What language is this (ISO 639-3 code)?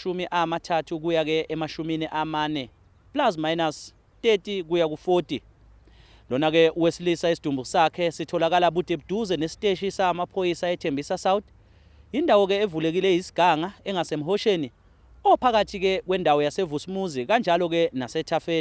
zul